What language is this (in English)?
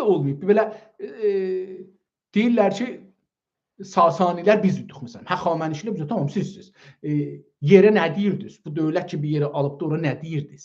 South Azerbaijani